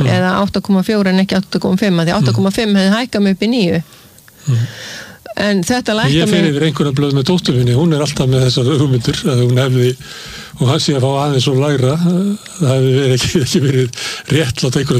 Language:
Icelandic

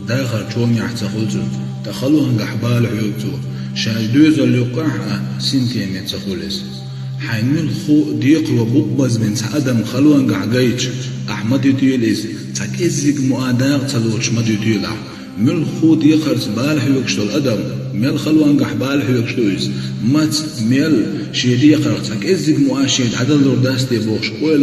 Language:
Chechen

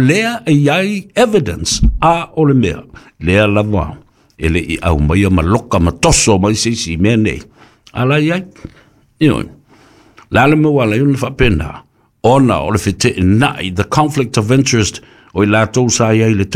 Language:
Samoan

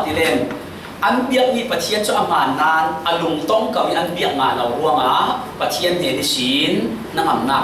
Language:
Falam Chin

